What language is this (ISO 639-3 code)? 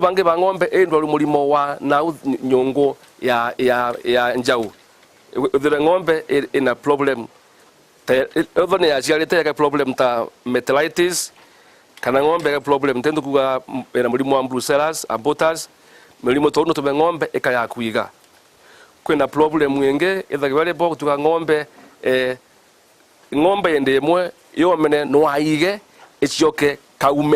mer